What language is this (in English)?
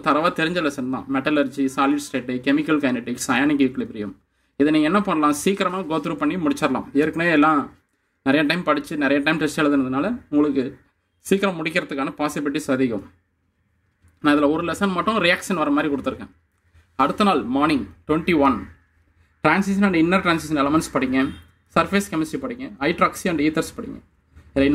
Tamil